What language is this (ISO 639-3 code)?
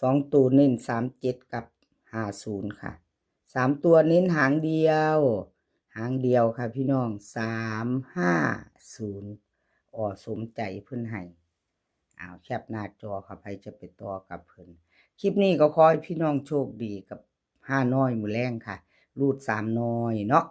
tts